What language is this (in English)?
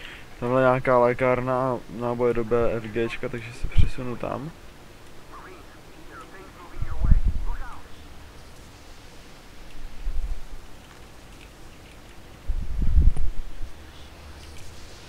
Czech